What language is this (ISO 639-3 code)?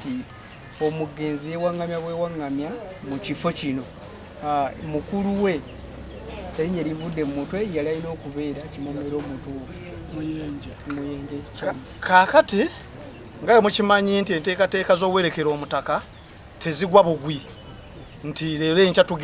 lug